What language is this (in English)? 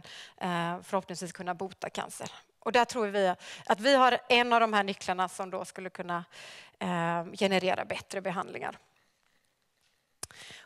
Swedish